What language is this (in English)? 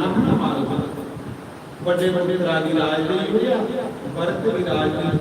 Dogri